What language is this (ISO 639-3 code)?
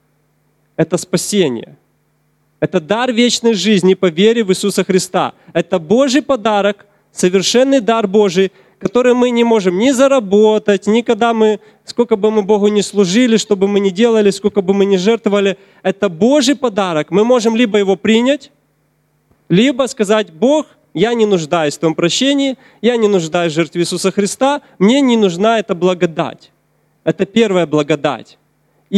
rus